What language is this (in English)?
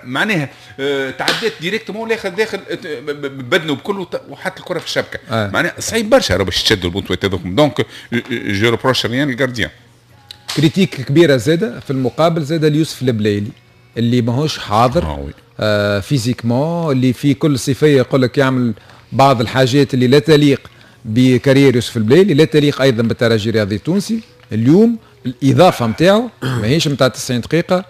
Tunisian Arabic